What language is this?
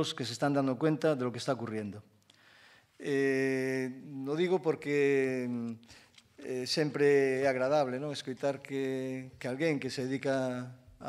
Galician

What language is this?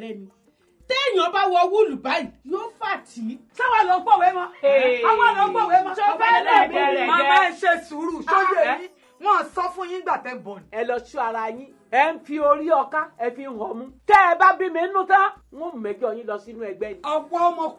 Yoruba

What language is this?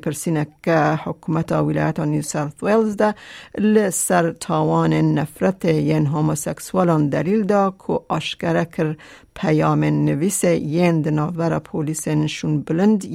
Kurdish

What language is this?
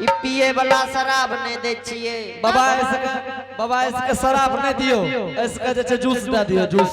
Angika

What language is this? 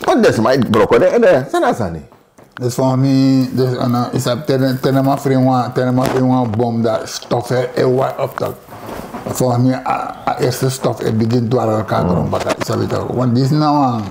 Sranan Tongo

